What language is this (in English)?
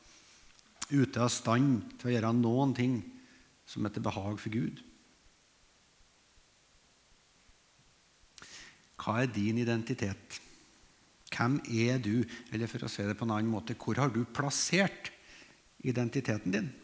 Norwegian